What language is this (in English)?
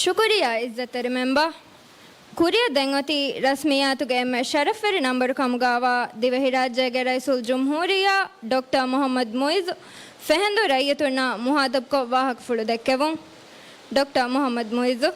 Divehi